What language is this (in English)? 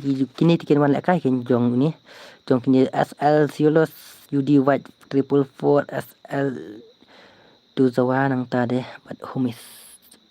Khasi